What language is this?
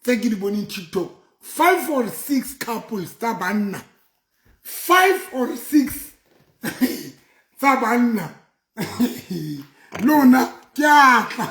Southern Sotho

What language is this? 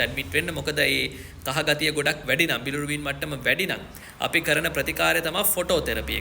Sinhala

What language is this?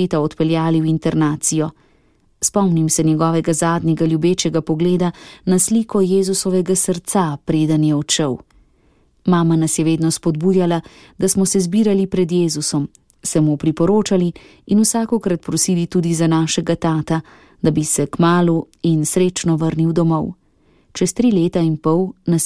Slovenian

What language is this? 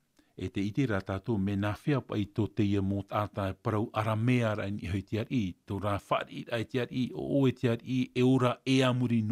Tahitian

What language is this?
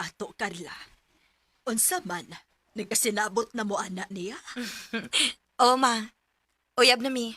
Cebuano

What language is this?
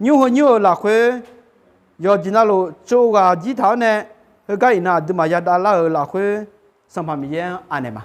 Akha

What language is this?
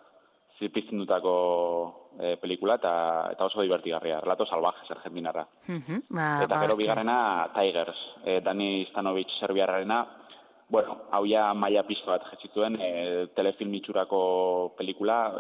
Basque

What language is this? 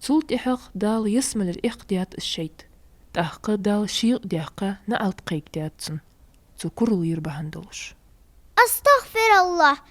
Ingush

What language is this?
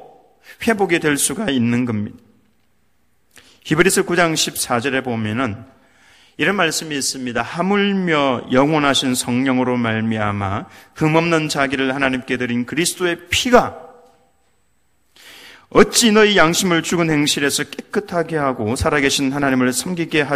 Korean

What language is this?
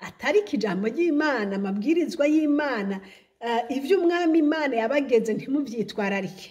Rundi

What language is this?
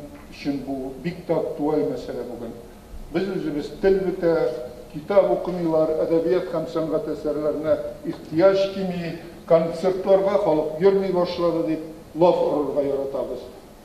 Tatar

